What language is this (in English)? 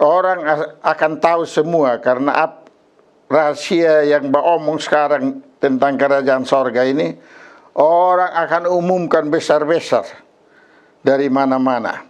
Kupang Malay